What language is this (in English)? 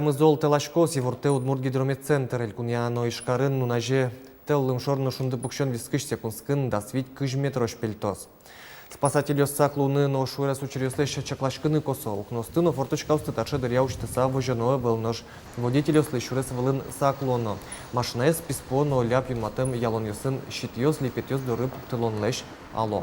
Udmurt